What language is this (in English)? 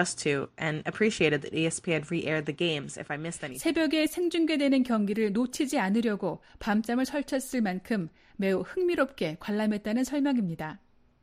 Korean